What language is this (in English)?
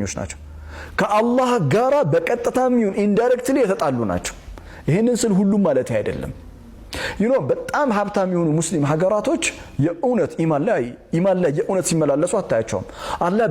Amharic